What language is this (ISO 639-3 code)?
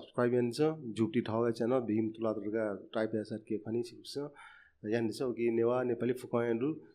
new